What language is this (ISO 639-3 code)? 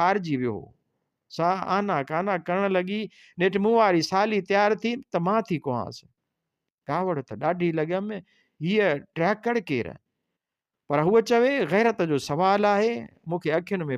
snd